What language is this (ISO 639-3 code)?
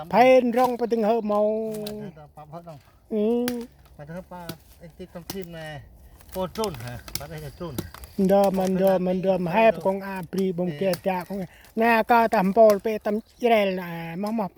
cmo